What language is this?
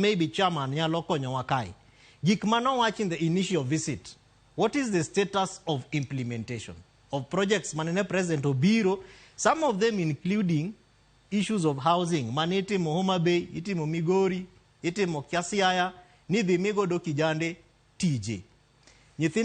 Luo (Kenya and Tanzania)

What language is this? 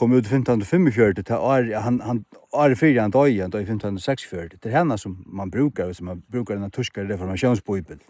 Faroese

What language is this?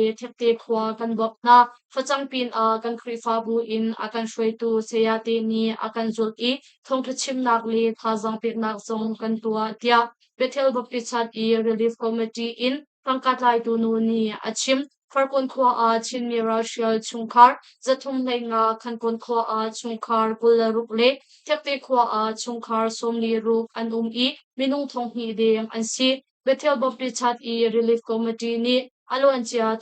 Hakha Chin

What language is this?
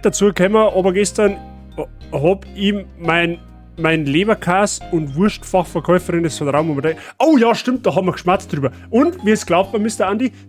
Bavarian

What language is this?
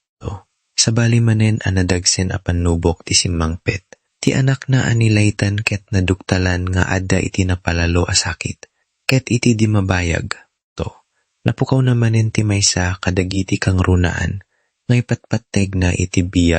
Iloko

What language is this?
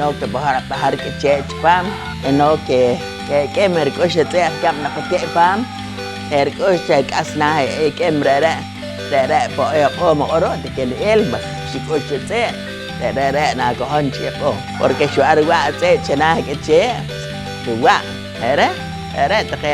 Poqomchi'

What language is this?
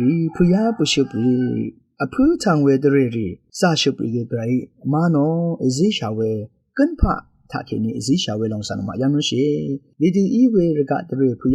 Rawang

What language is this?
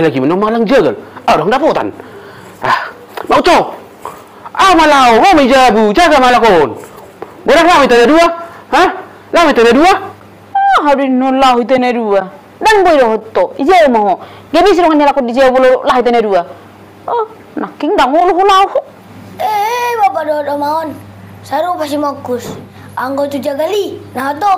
Batak Toba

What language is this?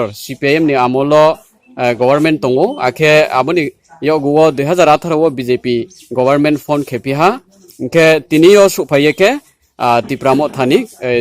Riang (India)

